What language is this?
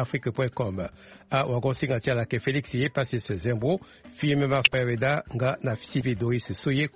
Sango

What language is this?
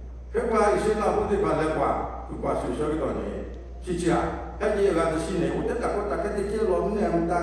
S'gaw Karen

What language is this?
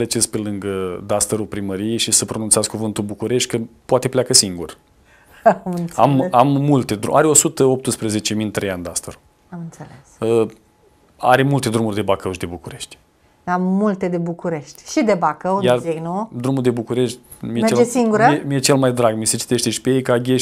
Romanian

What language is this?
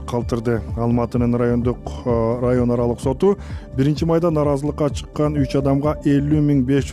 Kyrgyz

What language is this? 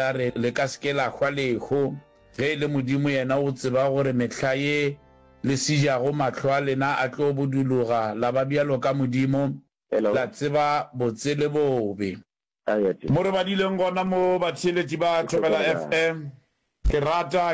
Northern Sotho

